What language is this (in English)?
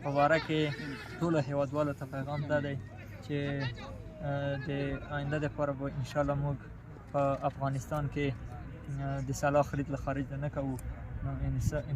Pashto